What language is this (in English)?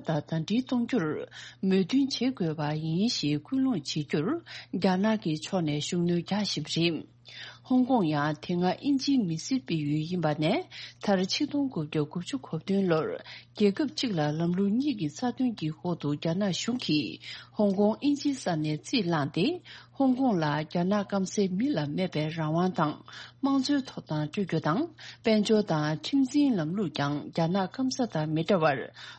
Tibetan